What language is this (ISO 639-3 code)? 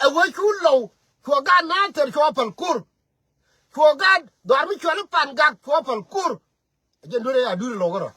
nus